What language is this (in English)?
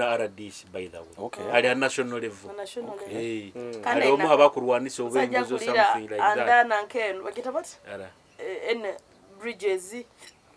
Nyoro